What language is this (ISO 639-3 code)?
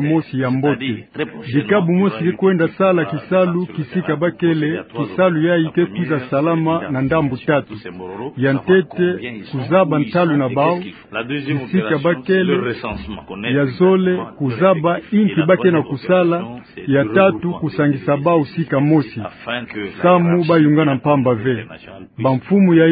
ktu